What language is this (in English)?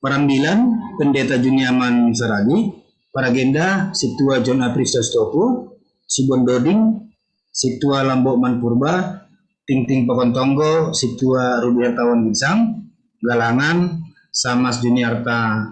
Batak Simalungun